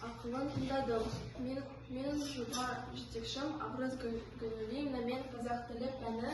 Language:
Kazakh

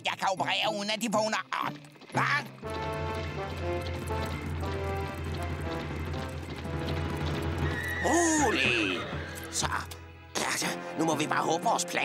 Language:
Danish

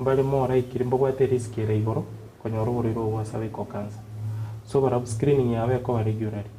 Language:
Gusii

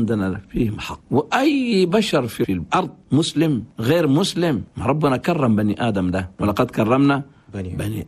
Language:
Chadian Arabic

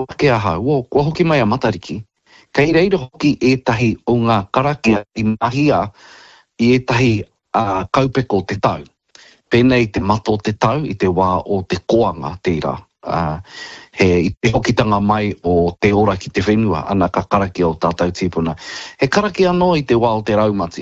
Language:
Māori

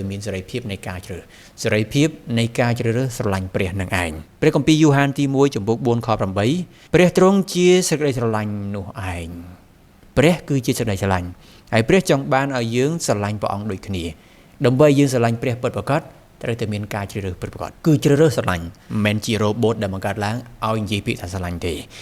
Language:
Khmer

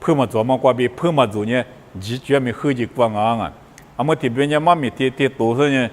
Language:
Lisu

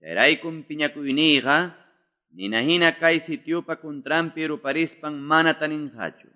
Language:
Quechua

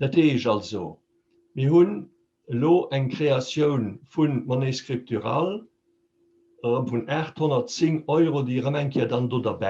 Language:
Luxembourgish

